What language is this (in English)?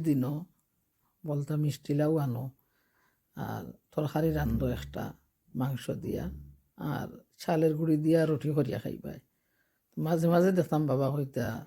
Sylheti